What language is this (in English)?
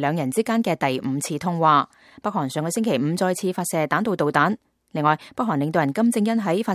Cantonese